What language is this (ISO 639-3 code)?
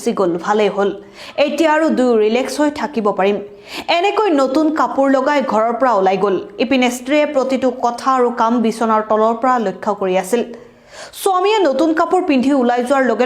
asm